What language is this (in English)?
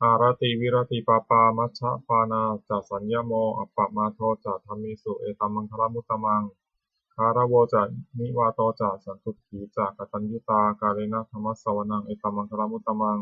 Pali